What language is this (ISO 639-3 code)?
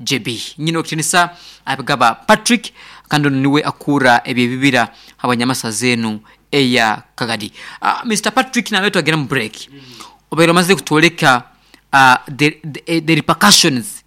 nyn